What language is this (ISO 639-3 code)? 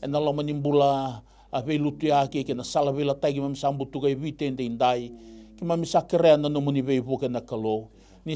fij